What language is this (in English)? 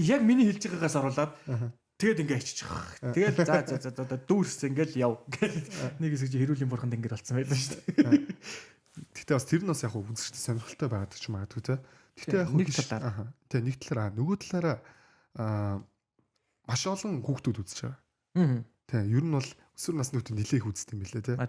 Mongolian